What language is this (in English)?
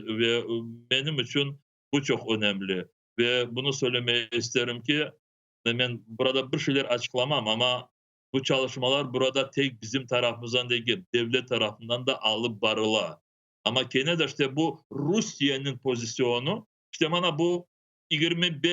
Crimean Tatar